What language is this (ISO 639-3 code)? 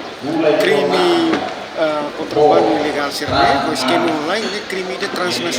tet